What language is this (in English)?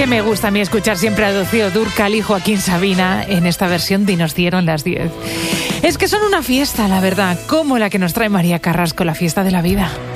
Spanish